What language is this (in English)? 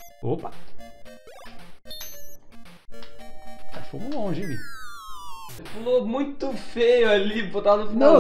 Portuguese